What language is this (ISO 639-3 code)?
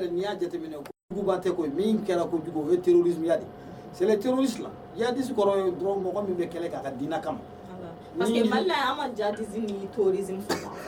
bam